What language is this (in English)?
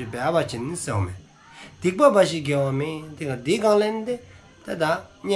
Dzongkha